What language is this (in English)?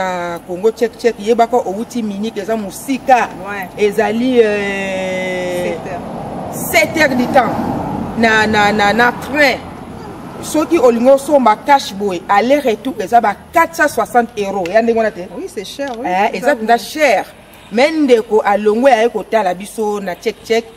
Lingala